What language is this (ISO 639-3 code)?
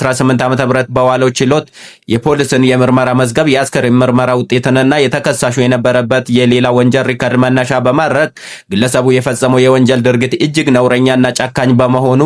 amh